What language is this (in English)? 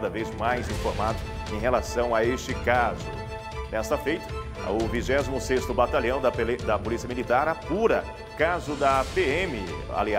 Portuguese